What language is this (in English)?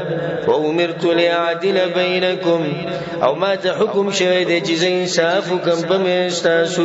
Pashto